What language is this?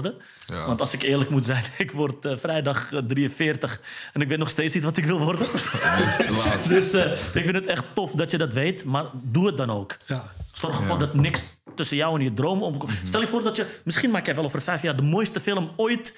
Dutch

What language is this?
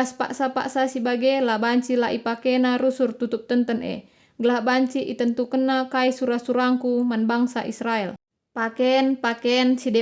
Batak Karo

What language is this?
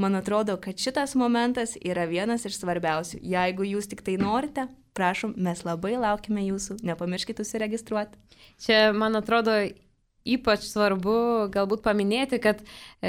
Lithuanian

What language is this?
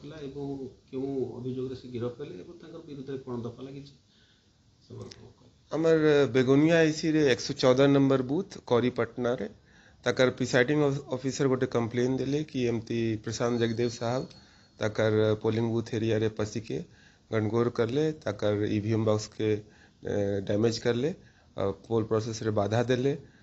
Odia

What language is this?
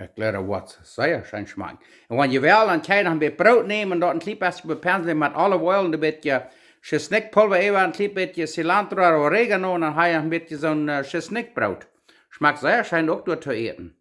Plautdietsch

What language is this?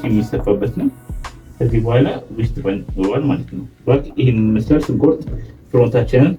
Amharic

